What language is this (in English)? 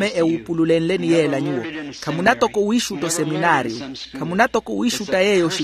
Makhuwa